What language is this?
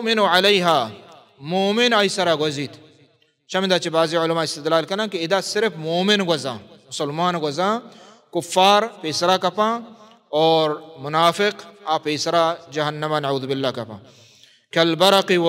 Baluchi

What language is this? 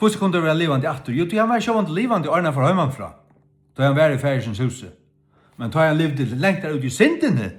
Faroese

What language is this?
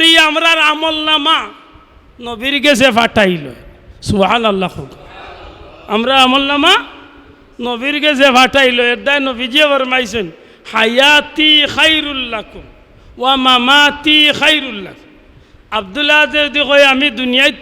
Sylheti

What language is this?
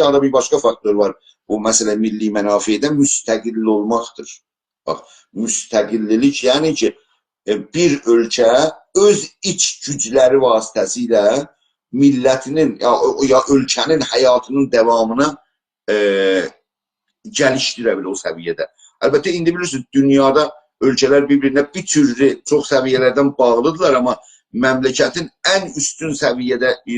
South Azerbaijani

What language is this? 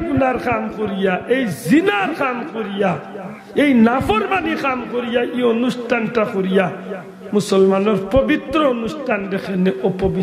Sylheti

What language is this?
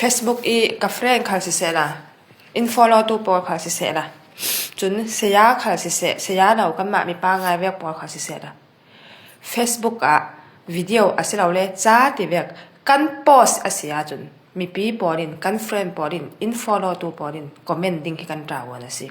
Falam Chin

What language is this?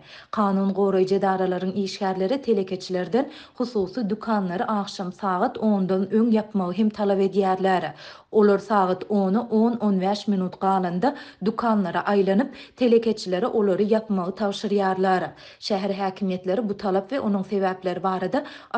Turkmen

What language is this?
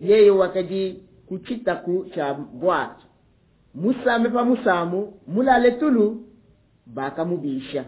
Luba-Lulua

